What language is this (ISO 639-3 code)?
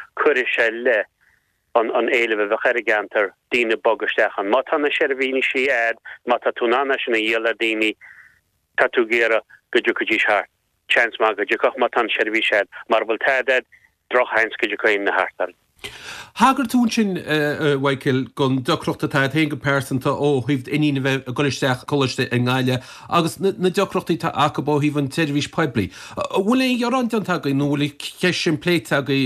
gle